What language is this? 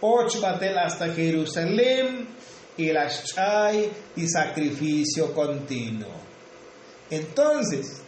Tzotzil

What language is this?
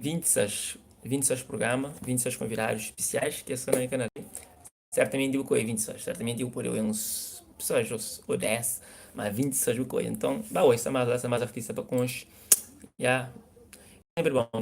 Kabuverdianu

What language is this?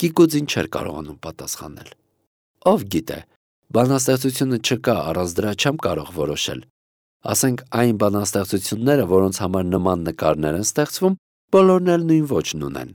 Armenian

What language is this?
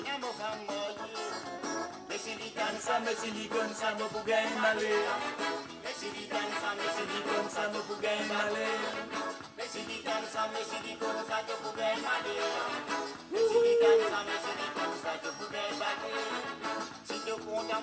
Morisyen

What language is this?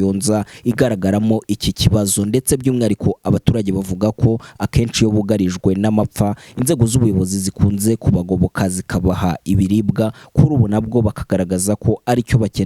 Kinyarwanda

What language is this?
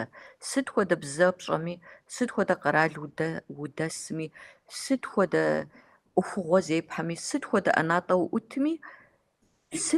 Kabardian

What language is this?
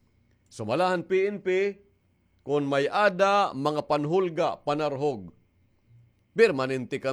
Waray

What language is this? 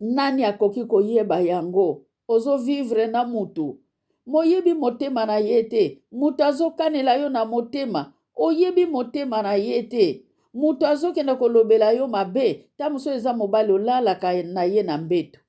Lingala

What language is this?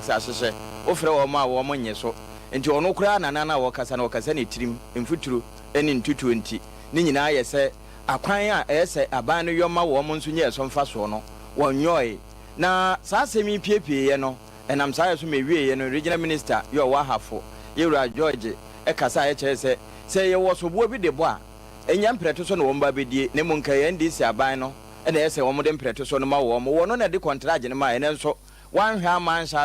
Akan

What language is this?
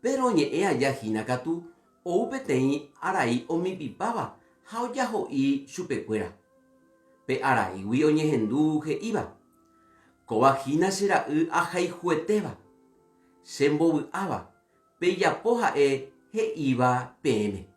Guarani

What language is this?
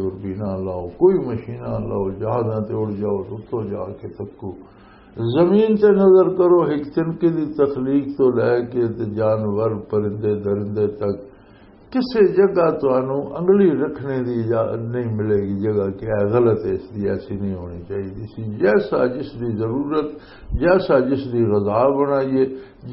Western Panjabi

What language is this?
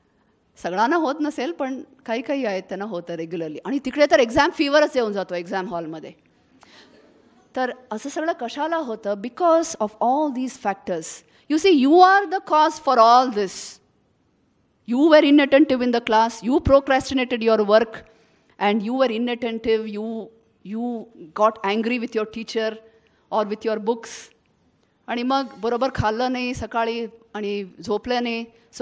Marathi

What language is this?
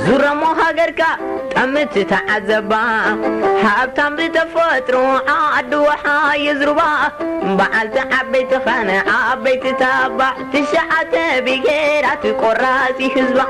Tigrinya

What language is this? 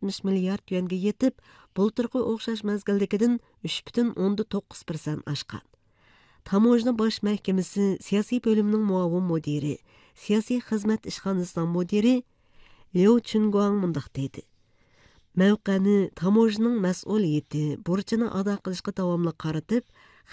Uyghur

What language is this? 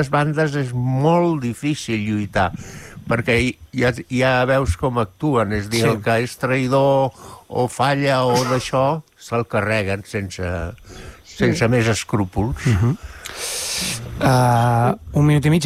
Catalan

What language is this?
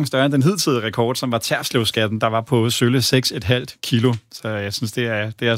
Danish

